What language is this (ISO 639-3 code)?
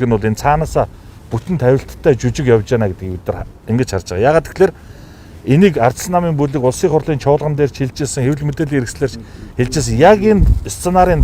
mon